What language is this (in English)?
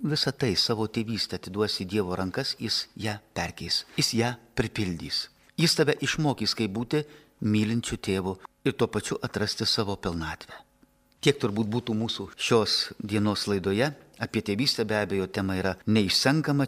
Lithuanian